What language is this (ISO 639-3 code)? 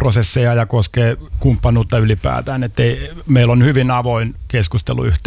fin